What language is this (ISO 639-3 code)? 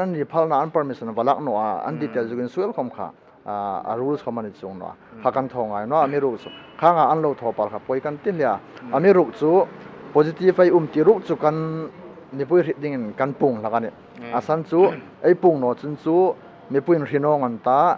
hmr